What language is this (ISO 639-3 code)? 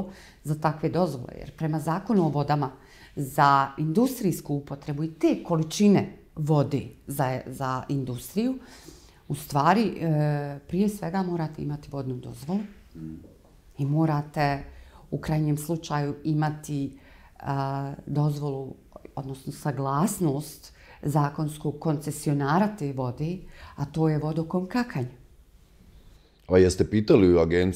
bos